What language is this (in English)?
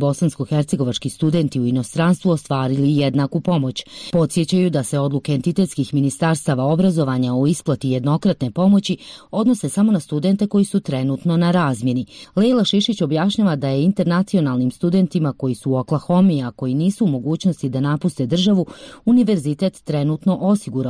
Bosnian